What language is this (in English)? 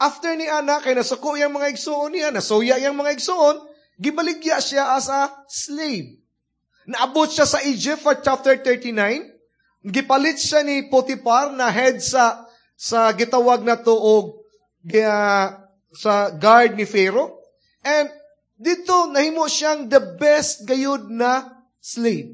Cebuano